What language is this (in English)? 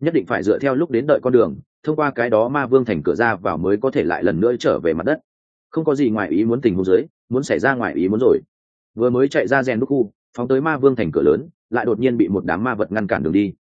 Vietnamese